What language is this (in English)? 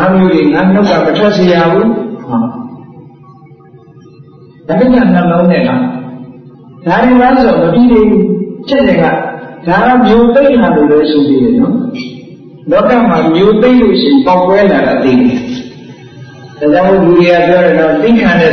Burmese